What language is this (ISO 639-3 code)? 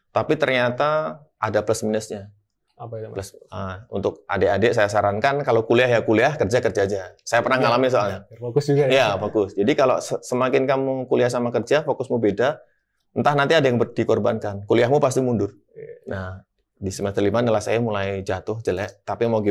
ind